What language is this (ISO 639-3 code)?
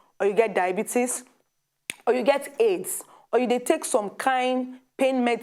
pcm